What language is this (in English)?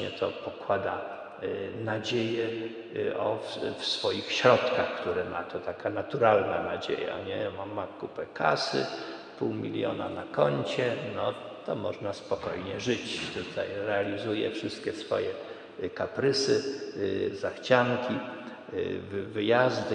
Polish